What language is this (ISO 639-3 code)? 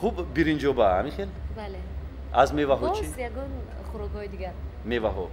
tgk